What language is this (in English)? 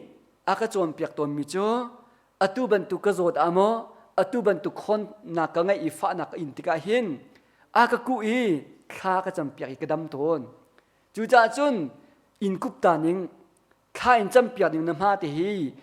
Hakha Chin